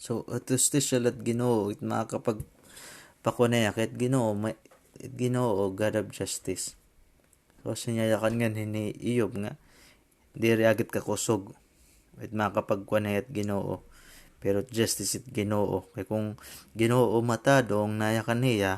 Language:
Waray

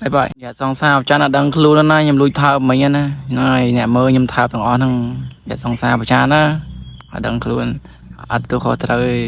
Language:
Khmer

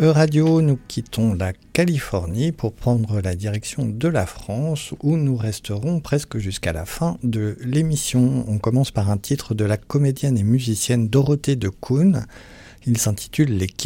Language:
French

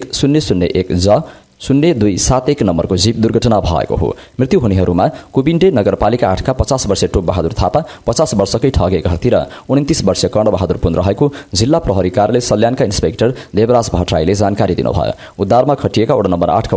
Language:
Nepali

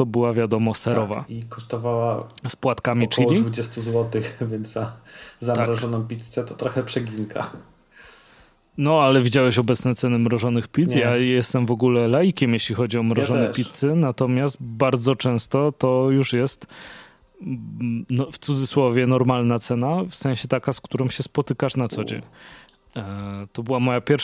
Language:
Polish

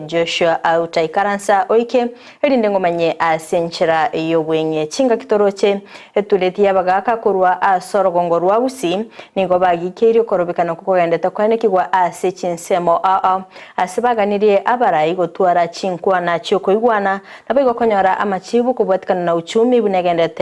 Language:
Gusii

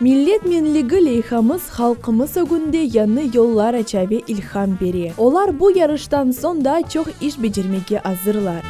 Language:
Crimean Tatar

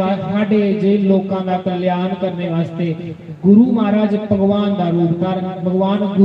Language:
Dogri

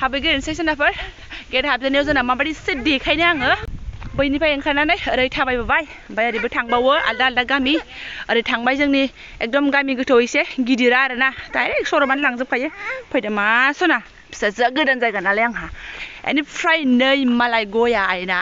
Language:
Bodo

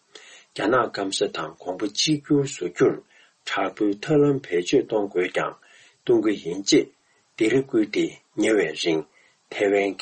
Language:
Tibetan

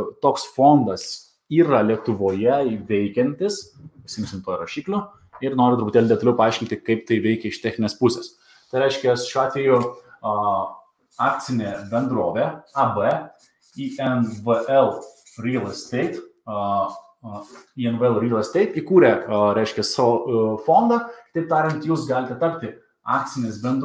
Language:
Lithuanian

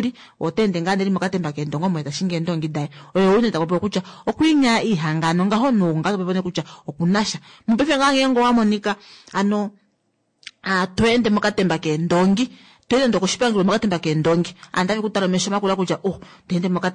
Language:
Kuanyama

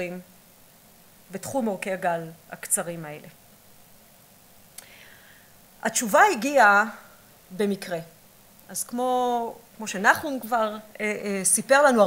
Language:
Hebrew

